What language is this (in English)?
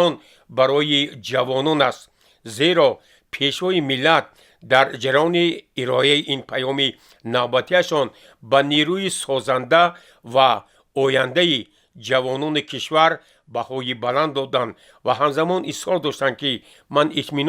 Tajik